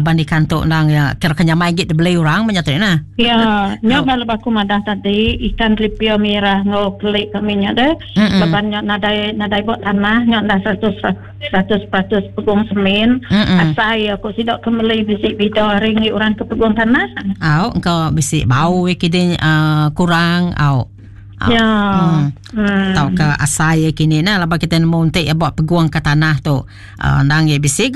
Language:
Iban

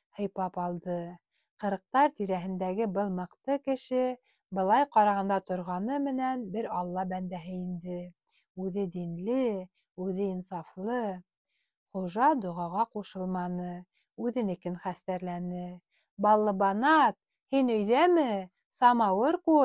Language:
Bashkir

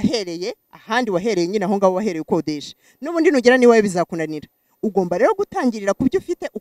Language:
Kinyarwanda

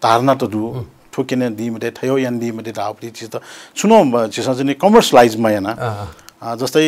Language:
Newari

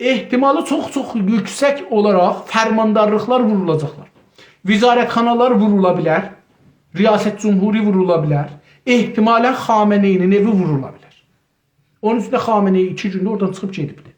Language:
South Azerbaijani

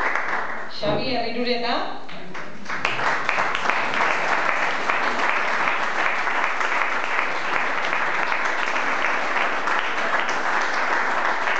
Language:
Basque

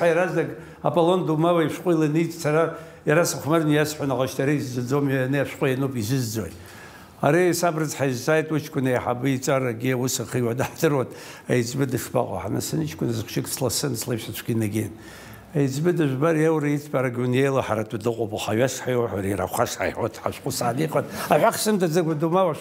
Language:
Abkhazian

